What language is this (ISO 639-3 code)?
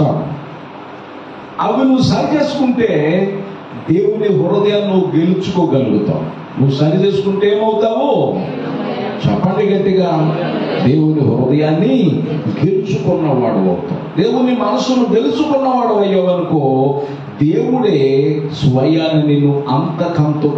tel